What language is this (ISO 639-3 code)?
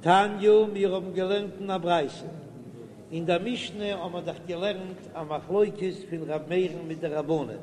yid